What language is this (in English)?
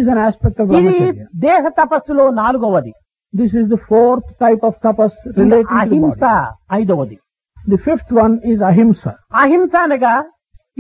Telugu